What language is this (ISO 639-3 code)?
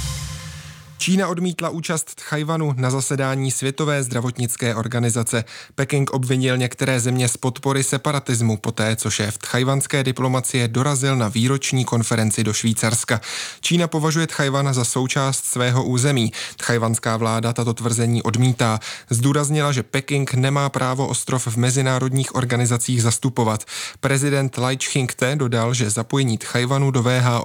ces